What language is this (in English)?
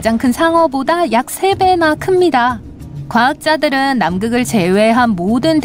Korean